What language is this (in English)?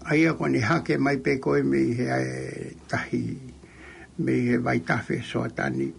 Tongan